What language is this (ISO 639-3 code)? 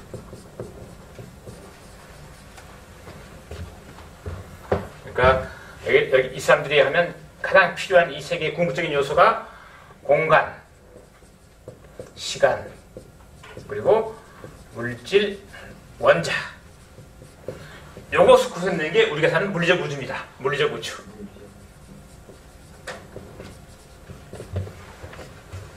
kor